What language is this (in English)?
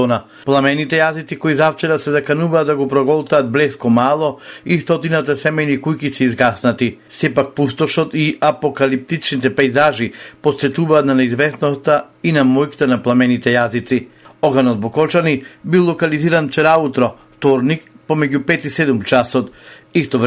Macedonian